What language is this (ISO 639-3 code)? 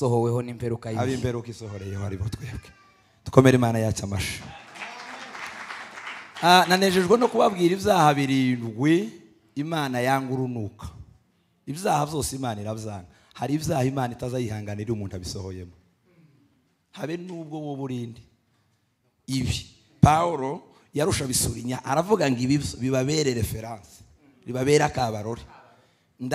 kin